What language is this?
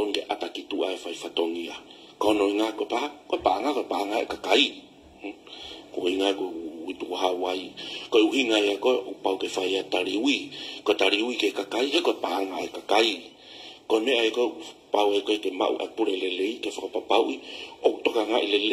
Tongan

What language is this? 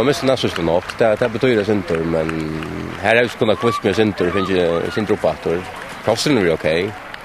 Faroese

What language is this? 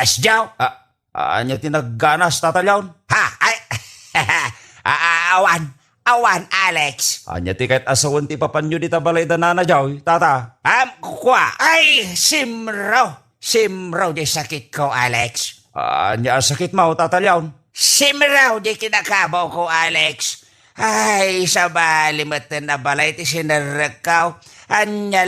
Iloko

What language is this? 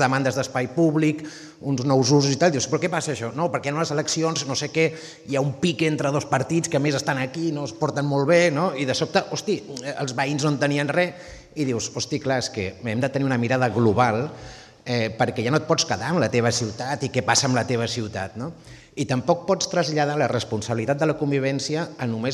Catalan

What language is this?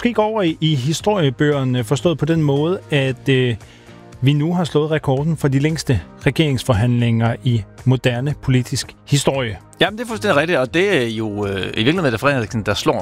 Danish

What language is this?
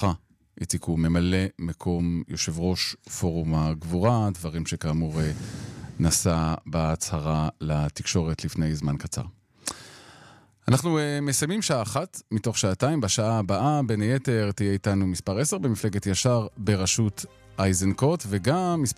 Hebrew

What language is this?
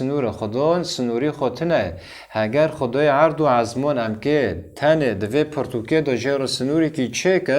Kurdish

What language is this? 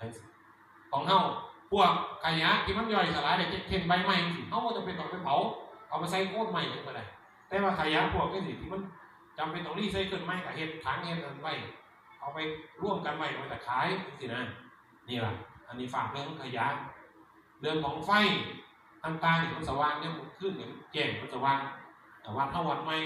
Northeastern Thai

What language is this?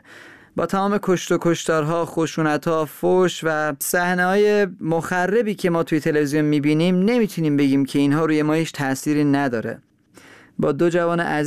Persian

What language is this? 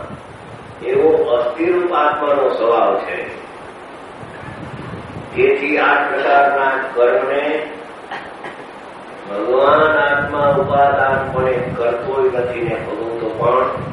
Gujarati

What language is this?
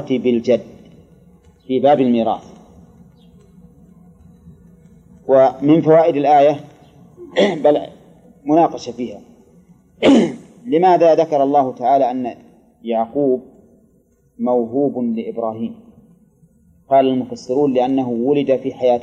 Arabic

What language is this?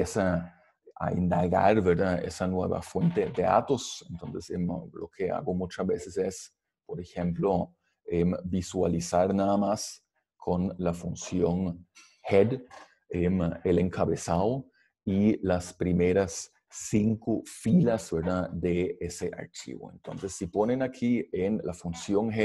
Spanish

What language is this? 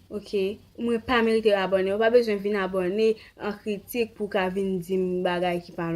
Haitian Creole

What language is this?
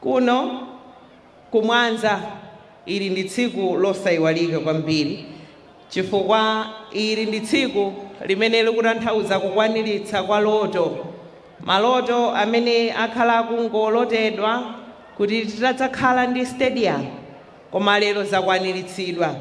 Nyanja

